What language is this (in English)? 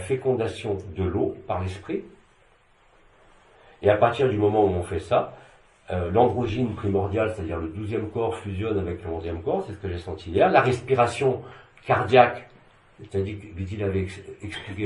French